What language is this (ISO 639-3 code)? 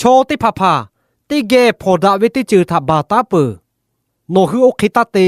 lhu